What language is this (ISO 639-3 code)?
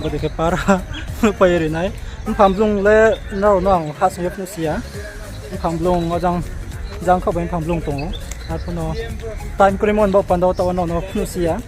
ria